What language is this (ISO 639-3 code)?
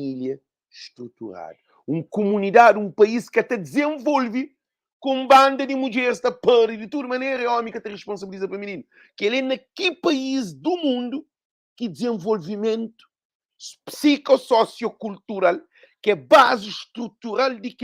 kea